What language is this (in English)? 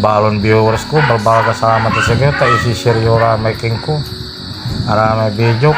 Pangasinan